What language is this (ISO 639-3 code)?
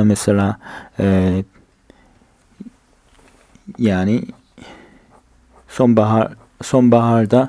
tur